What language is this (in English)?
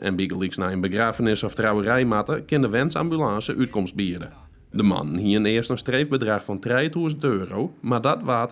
Western Frisian